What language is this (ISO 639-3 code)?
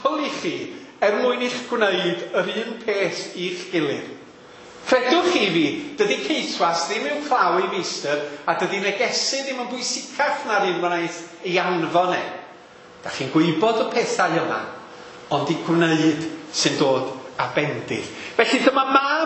cym